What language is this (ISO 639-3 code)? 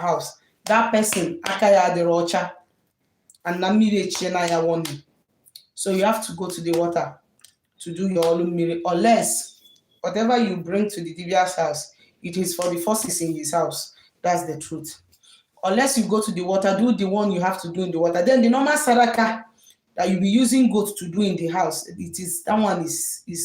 ibo